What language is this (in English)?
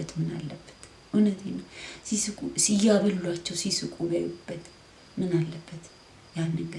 Amharic